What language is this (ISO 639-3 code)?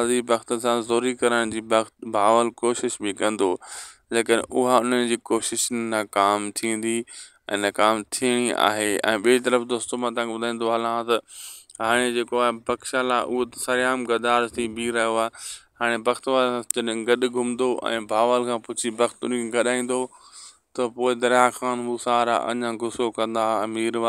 snd